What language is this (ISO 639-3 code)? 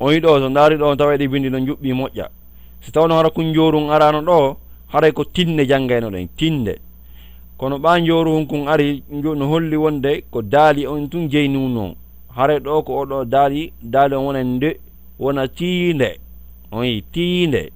ful